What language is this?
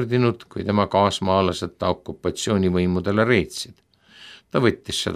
Estonian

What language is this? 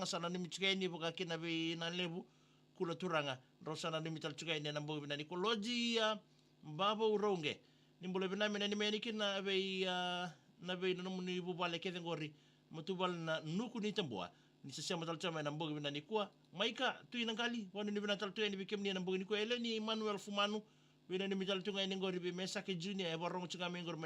Fijian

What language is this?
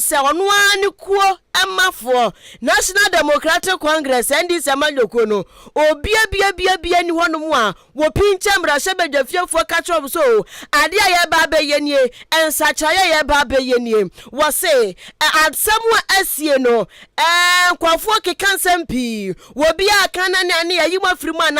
Akan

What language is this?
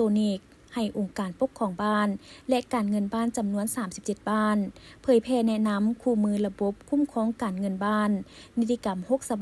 Lao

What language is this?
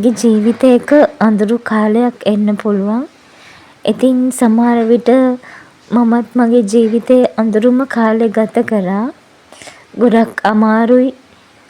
Sinhala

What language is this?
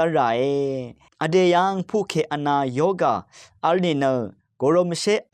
Rawang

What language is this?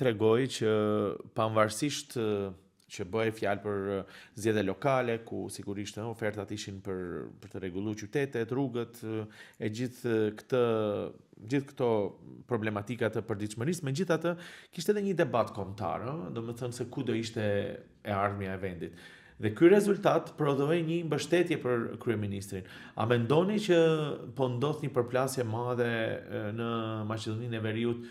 Albanian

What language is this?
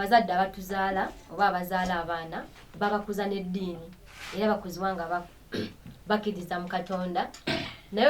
Ganda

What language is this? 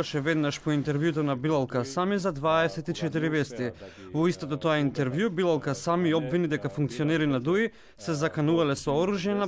Macedonian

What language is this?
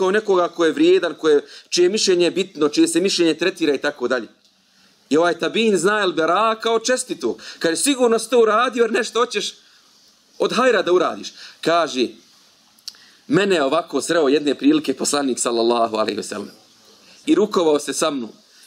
Bosnian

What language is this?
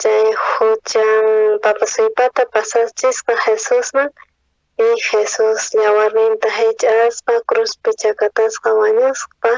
South Bolivian Quechua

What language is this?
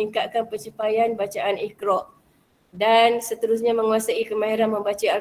Malay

